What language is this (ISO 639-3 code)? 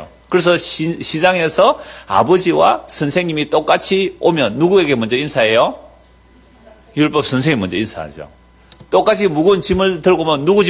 kor